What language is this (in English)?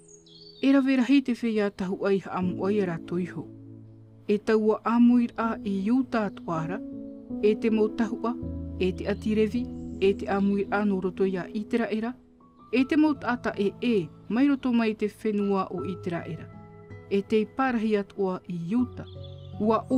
Tahitian